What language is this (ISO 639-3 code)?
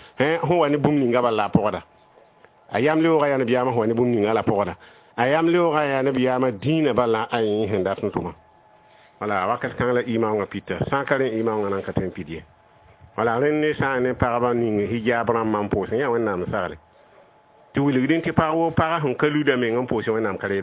mos